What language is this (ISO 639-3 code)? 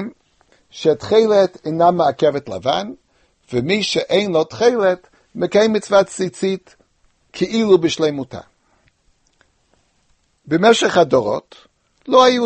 heb